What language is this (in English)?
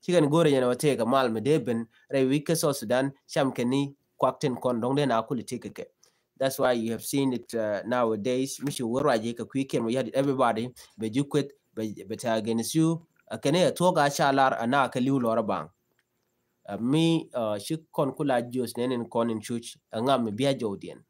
Nuer